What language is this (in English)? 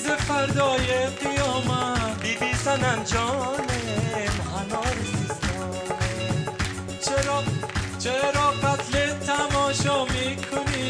Persian